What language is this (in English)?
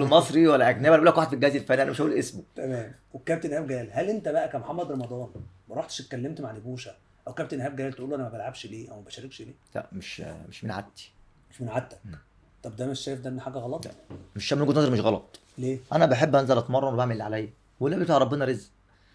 Egyptian Arabic